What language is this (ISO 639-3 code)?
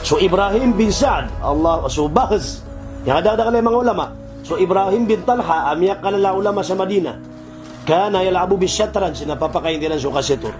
mrw